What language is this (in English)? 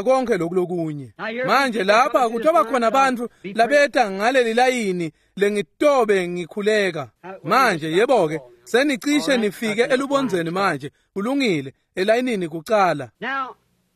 Swati